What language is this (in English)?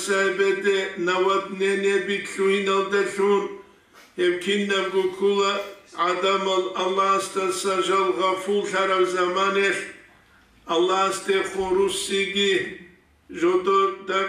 Avaric